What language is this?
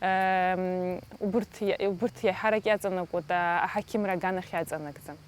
Abkhazian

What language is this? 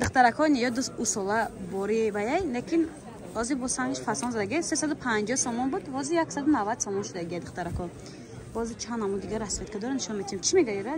Tajik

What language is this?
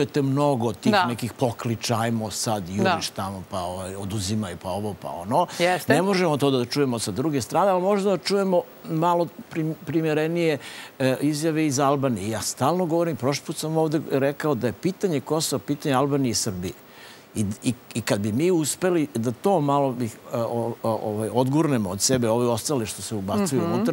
Serbian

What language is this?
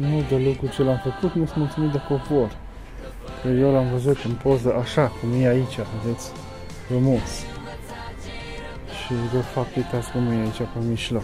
Romanian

